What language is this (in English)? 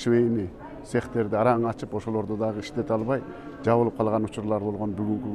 Kyrgyz